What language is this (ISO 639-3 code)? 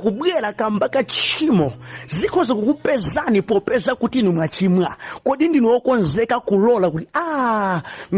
nya